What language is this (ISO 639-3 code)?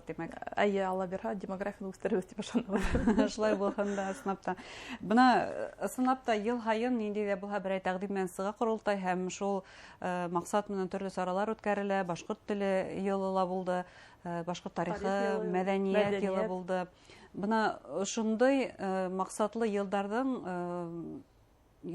bak